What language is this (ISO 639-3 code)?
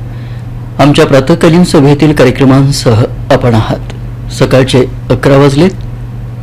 mar